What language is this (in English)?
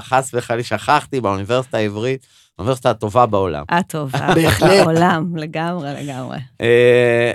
Hebrew